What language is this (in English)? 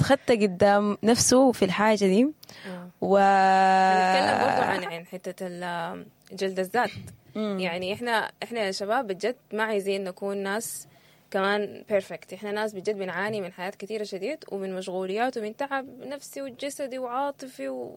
Sudanese Arabic